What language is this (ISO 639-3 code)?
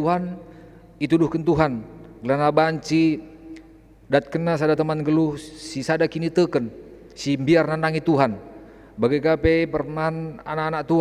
btx